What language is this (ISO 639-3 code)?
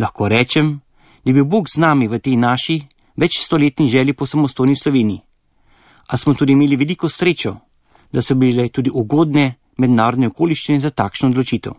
slv